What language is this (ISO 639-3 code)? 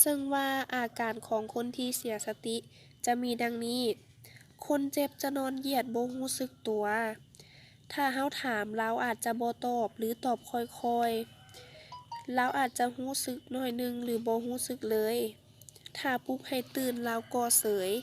lao